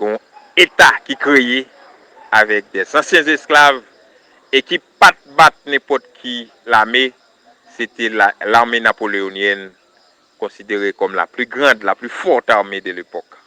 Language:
Haitian Creole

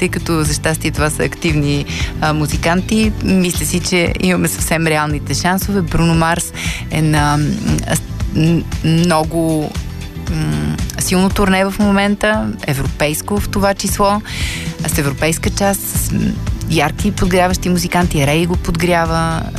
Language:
Bulgarian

